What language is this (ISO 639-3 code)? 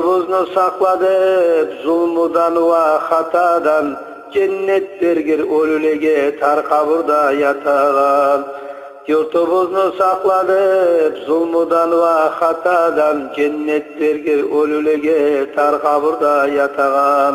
kum